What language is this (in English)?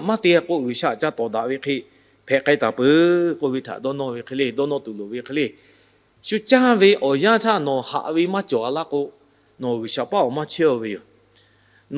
Lahu